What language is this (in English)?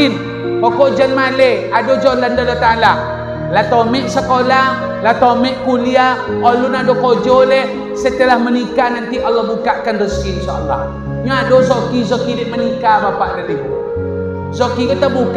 Minangkabau